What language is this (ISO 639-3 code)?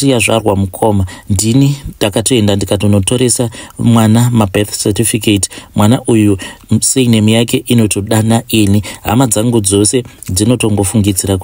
sna